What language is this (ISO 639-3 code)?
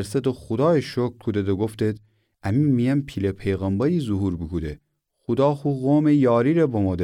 glk